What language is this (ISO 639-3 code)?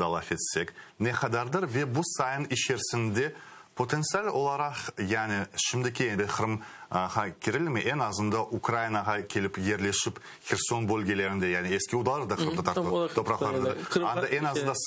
crh